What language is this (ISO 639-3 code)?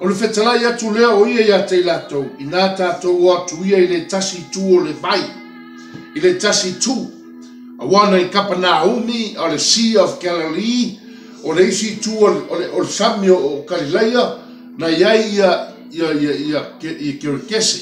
smo